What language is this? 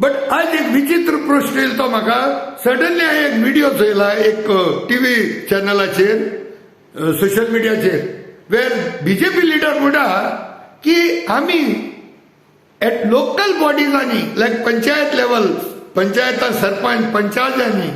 Konkani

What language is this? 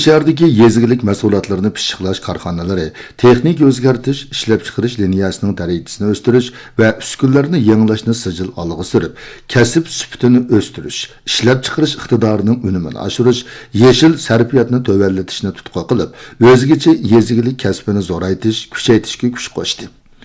Uyghur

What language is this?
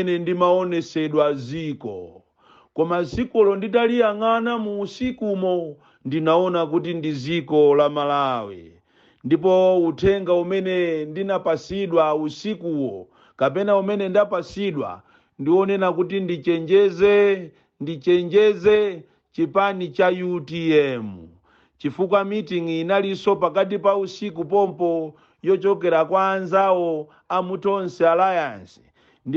Nyanja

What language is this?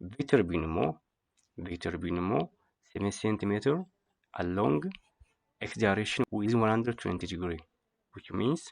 Oromo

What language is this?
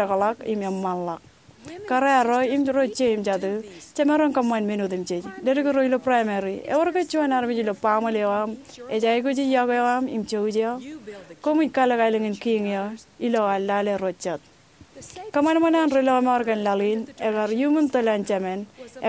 Marshallese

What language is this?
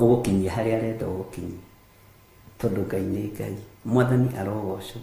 Kikuyu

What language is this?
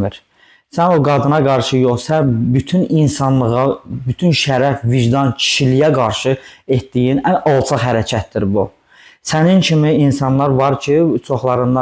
Azerbaijani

